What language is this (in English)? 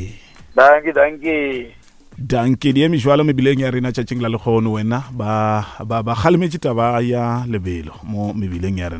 Northern Sotho